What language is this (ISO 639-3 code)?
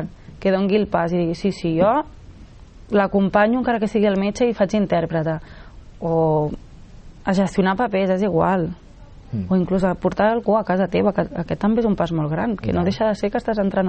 cat